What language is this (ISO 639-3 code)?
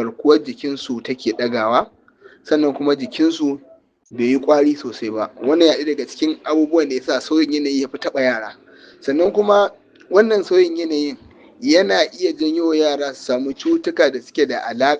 hau